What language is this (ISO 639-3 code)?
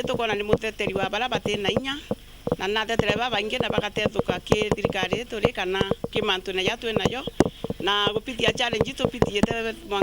mer